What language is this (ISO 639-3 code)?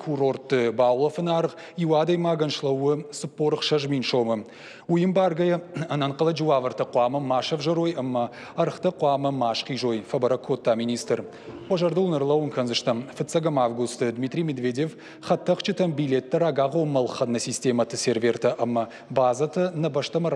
oss